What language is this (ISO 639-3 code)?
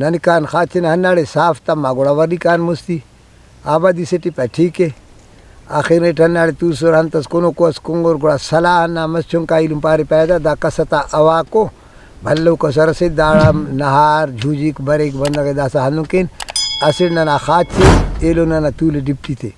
brh